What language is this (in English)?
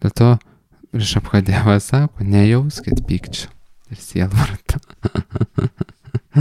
Lithuanian